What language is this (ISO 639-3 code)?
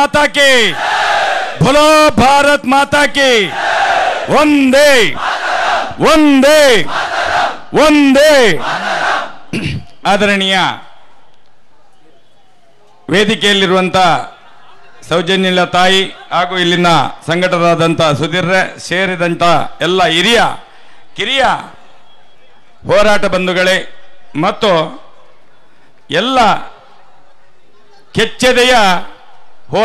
kan